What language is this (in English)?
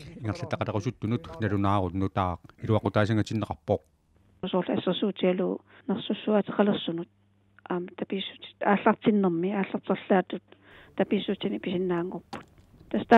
Kalaallisut